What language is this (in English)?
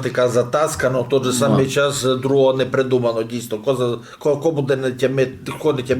Rusyn